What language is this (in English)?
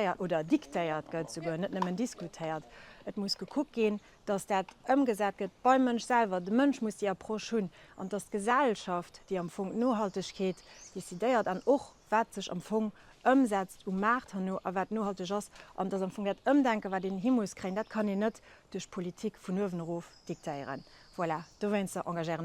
Luxembourgish